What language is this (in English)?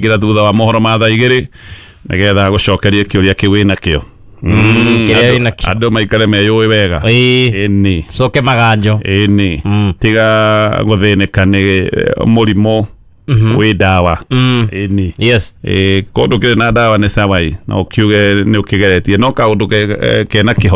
Kikuyu